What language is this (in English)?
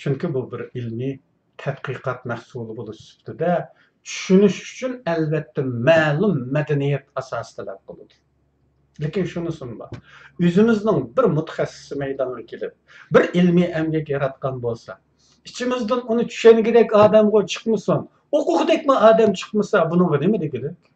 Uyghur